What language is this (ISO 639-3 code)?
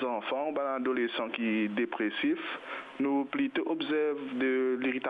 mfe